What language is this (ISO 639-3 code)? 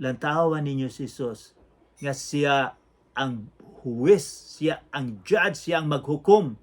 ceb